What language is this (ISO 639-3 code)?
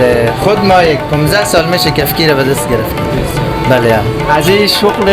fas